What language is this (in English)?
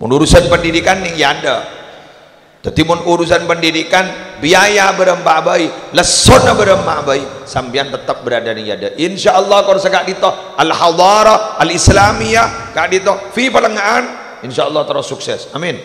Madurese